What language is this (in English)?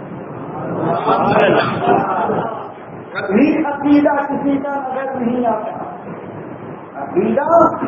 Urdu